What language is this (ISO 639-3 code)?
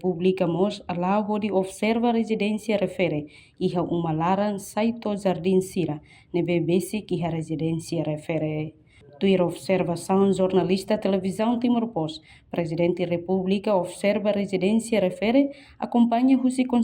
tet